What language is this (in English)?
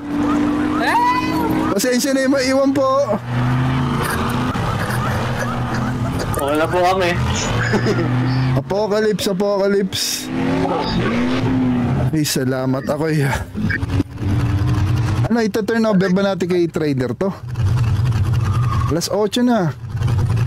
Filipino